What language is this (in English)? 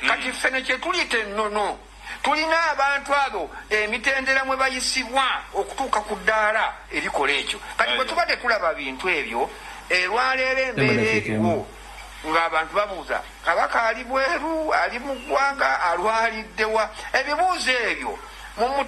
Ganda